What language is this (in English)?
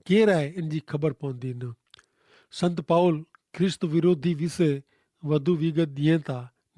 Kachhi